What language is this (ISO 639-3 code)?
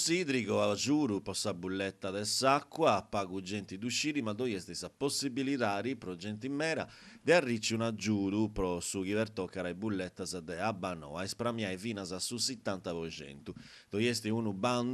srd